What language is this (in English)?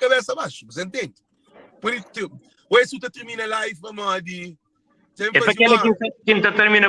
Kabuverdianu